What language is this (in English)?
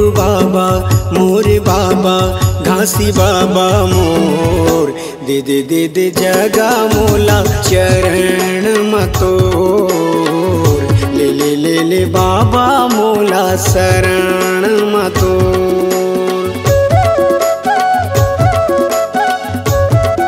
Chhattisgarhi